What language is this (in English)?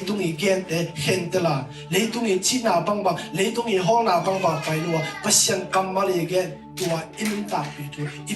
Tedim Chin